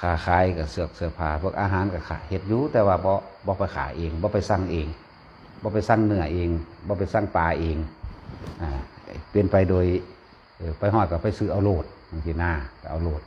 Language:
Northeastern Thai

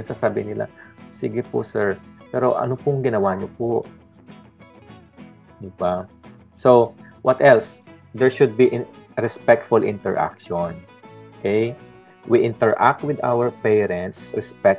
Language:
Filipino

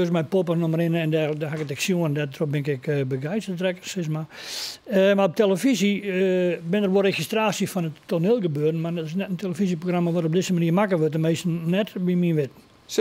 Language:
Western Frisian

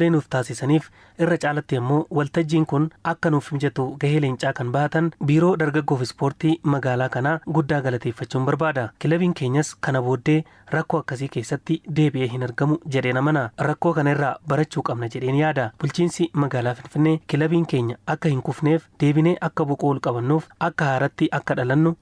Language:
Oromo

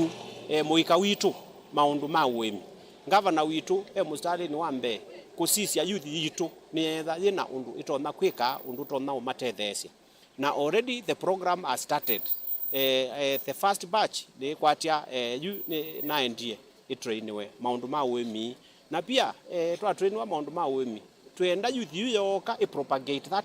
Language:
Kamba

